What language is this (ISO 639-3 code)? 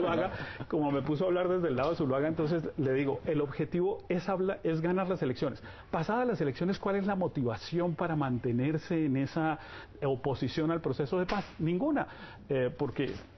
spa